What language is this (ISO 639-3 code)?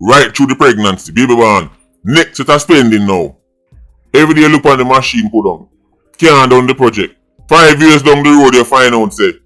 jam